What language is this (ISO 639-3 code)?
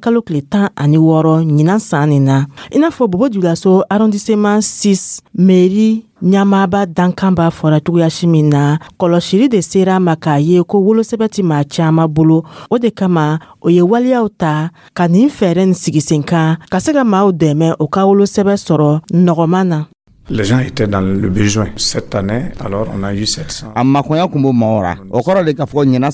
dyu